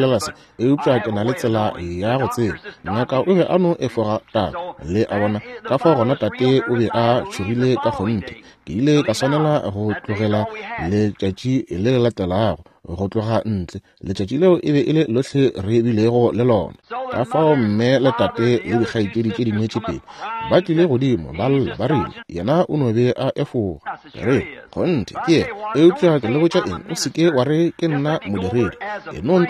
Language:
Northern Sotho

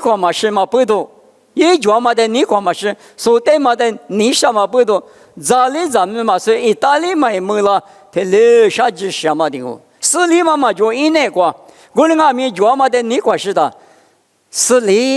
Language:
Lisu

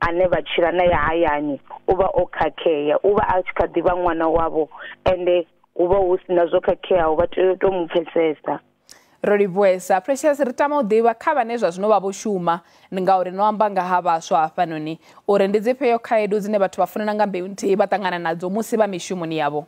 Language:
Venda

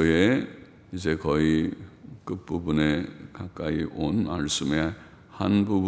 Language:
Korean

